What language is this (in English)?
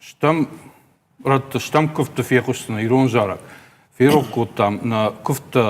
Ossetic